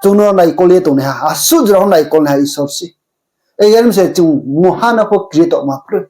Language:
Riang (India)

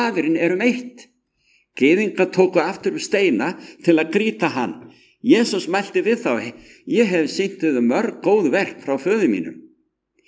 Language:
Icelandic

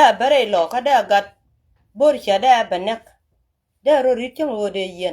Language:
Nuer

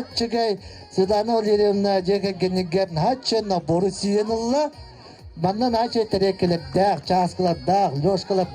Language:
Yakut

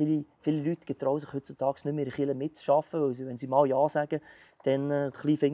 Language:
Swiss German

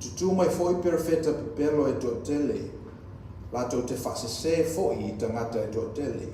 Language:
Samoan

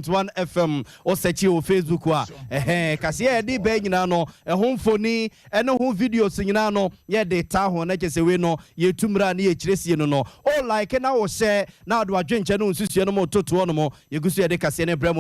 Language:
Akan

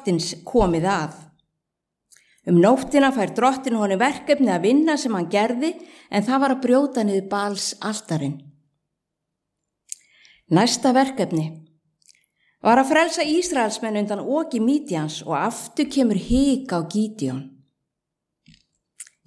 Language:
Icelandic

